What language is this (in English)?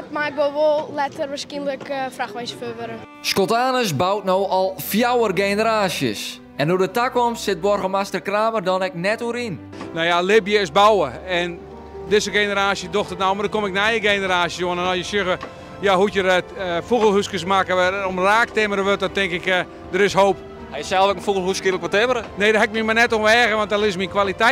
Western Frisian